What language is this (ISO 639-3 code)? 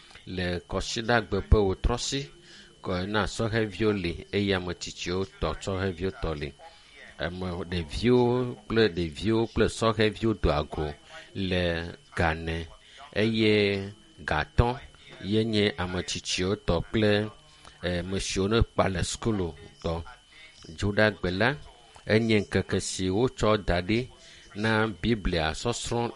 ewe